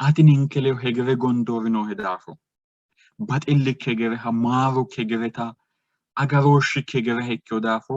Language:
Sidamo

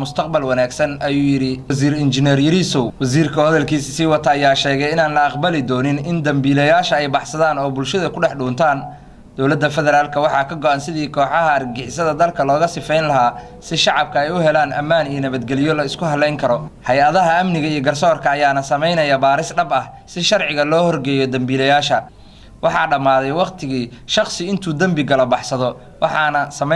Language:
Somali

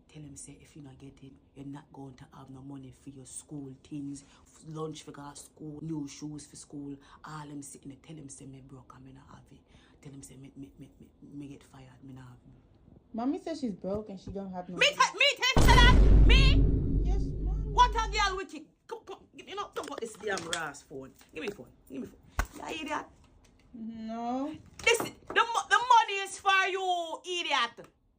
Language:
Jamaican Creole English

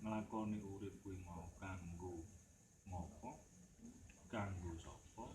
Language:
Javanese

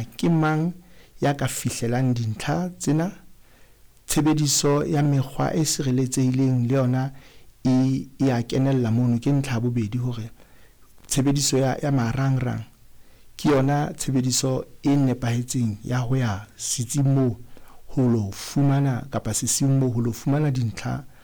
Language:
Southern Sotho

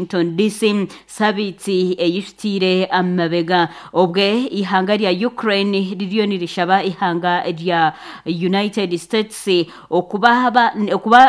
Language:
Nyankole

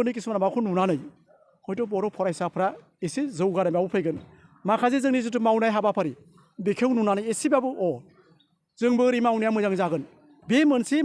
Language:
Bodo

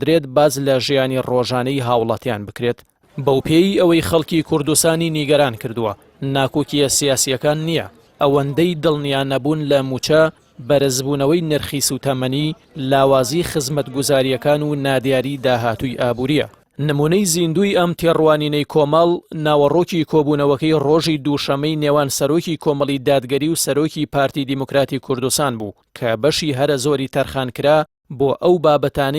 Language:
Central Kurdish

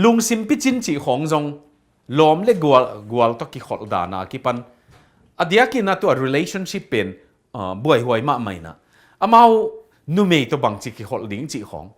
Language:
Tedim Chin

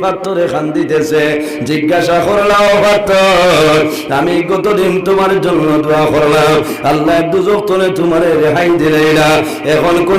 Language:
Sylheti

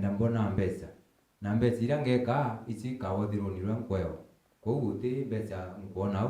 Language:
Meru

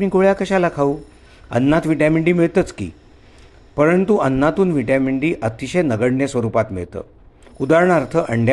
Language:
Marathi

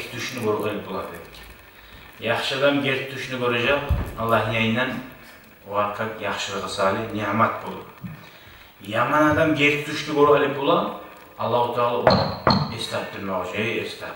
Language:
Kumyk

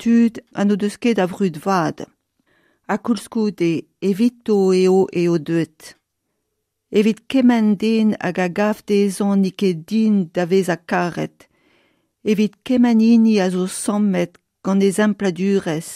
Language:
Breton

